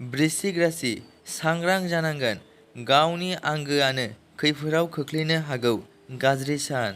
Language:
Bodo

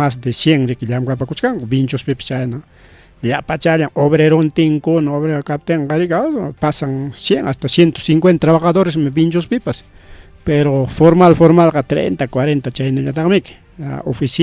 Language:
Ayacucho Quechua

